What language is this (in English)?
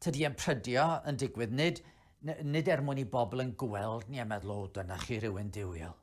Welsh